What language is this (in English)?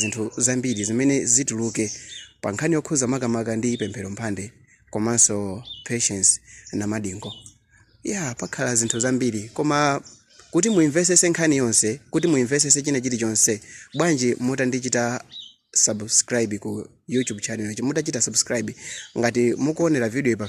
Nyanja